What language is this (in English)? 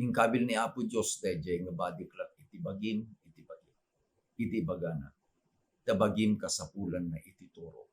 Iloko